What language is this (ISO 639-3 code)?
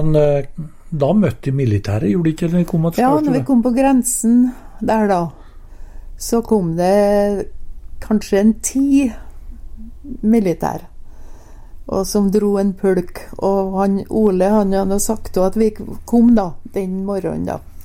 nor